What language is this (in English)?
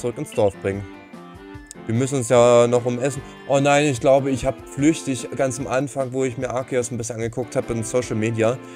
German